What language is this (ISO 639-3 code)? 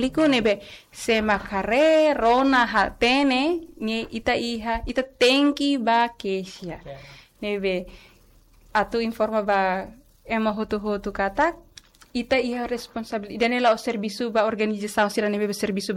tet